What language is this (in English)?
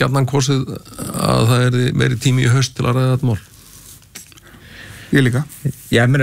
Icelandic